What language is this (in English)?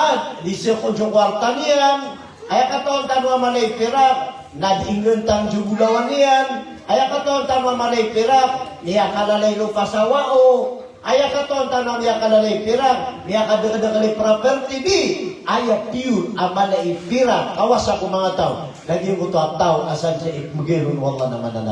Maranao